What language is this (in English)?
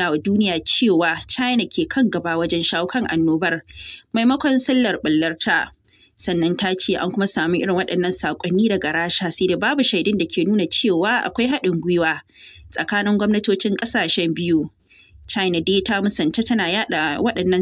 Hausa